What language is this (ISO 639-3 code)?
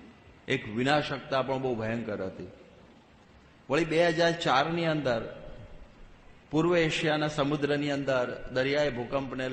guj